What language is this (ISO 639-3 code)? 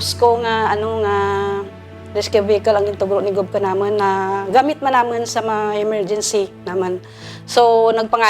krj